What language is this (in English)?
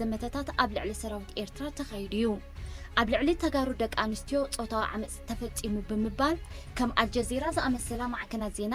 Tigrinya